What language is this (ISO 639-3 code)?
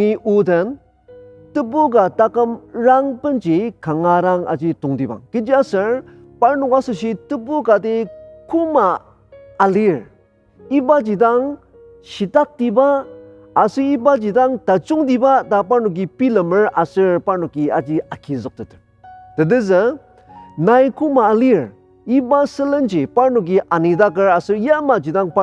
njo